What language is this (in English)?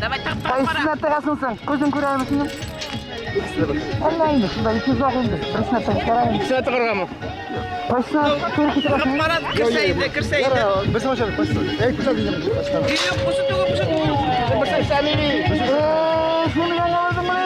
Bashkir